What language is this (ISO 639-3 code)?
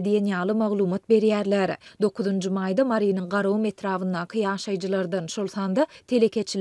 tuk